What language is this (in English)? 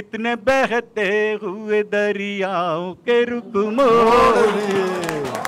Hindi